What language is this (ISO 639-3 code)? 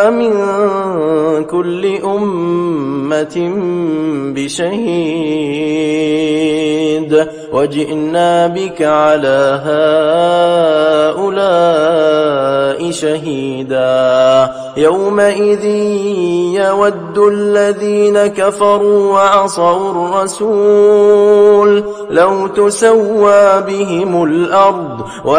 ara